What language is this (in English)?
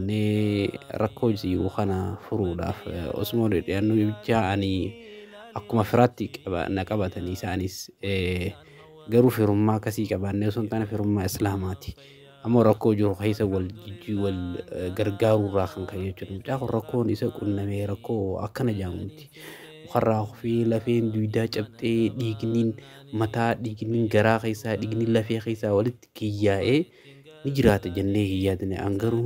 Oromo